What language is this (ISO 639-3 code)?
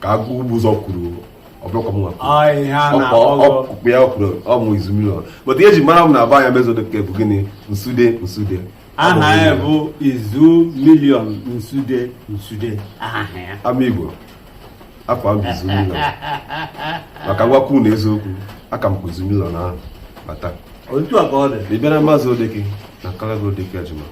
ibo